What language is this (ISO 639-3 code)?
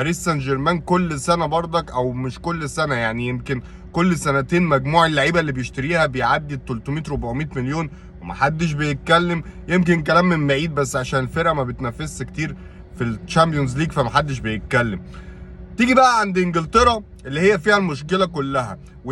arz